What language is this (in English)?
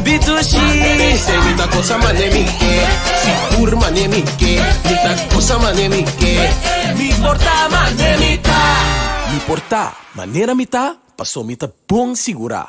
Papiamento